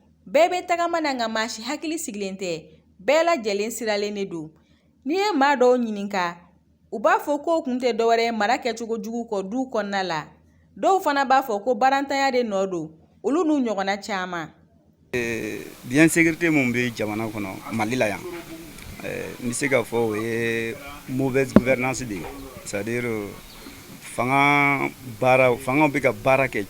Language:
Bambara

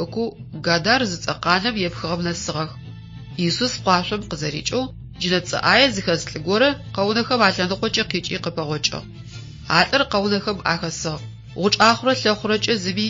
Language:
Adyghe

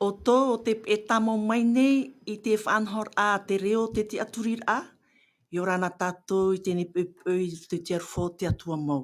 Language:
Tahitian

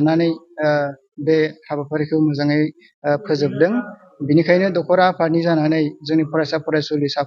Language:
Bodo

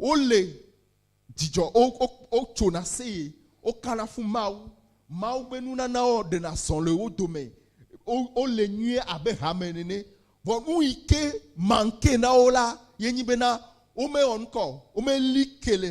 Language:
Ewe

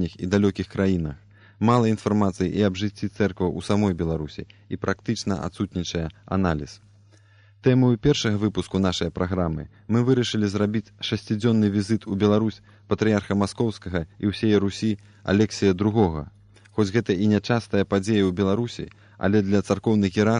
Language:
Belarusian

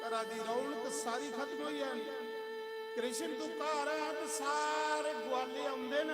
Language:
Dogri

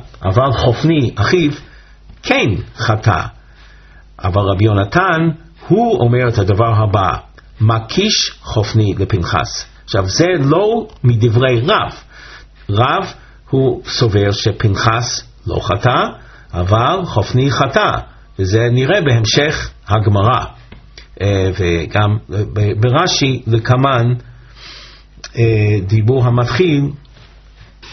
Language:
Hebrew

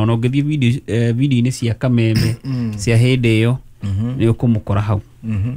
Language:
Kikuyu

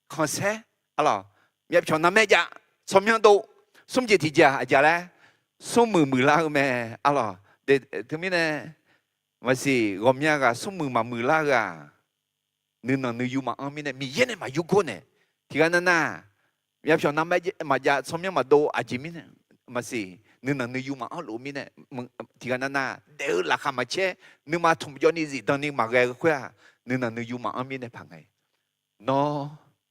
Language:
Akha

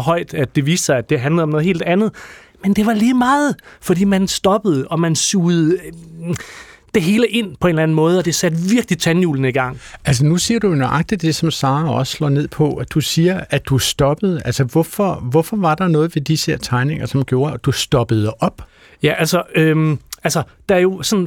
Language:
Danish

